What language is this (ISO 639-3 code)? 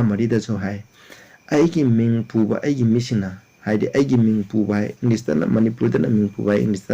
mni